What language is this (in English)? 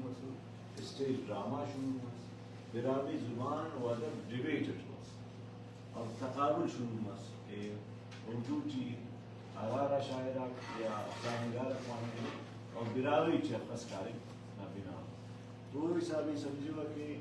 Brahui